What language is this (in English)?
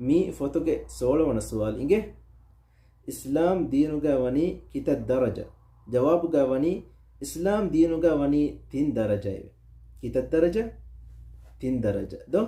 Divehi